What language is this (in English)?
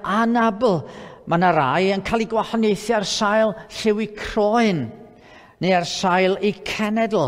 Welsh